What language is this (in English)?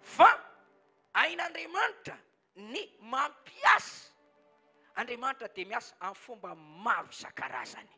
Malagasy